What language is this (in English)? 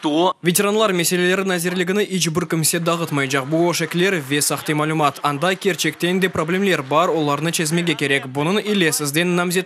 Crimean Tatar